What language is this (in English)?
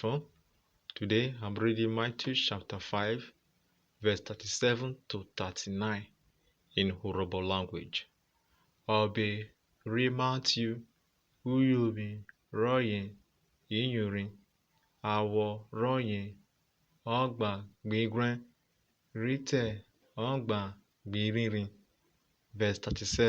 Urhobo